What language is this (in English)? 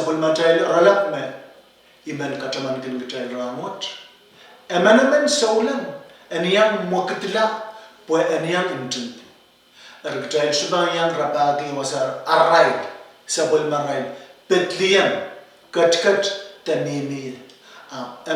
Pohnpeian